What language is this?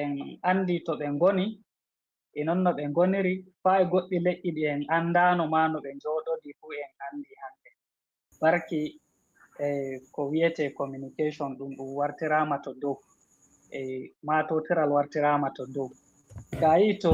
Fula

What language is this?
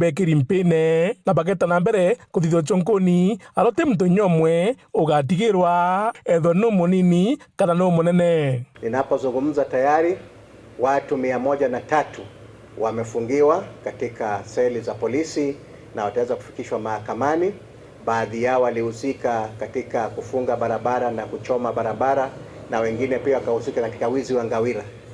Meru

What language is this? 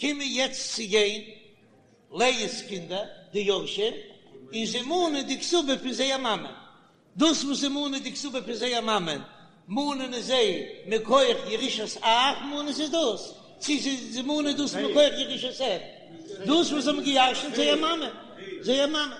Yiddish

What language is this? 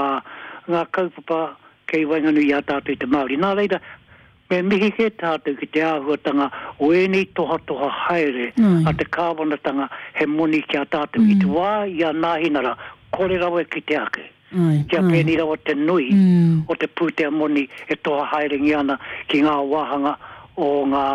Māori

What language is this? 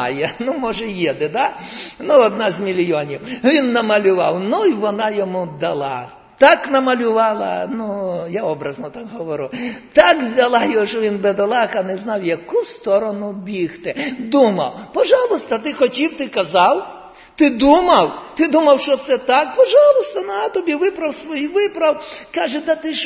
Ukrainian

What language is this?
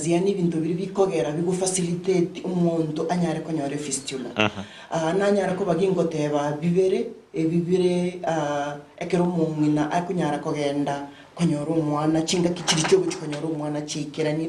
Gusii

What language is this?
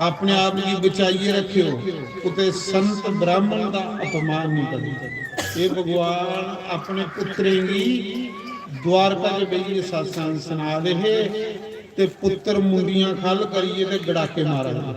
Dogri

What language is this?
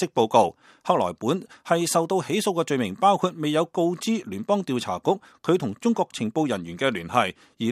Cantonese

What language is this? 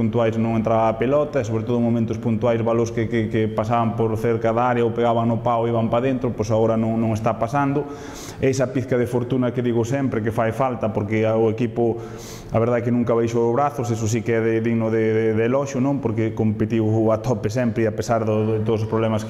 Galician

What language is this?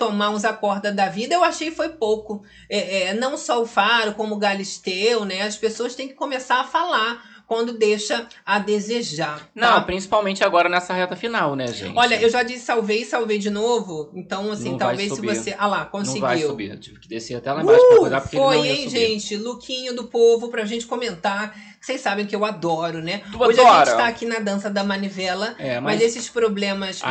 Portuguese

